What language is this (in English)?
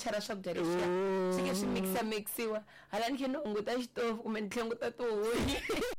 Tsonga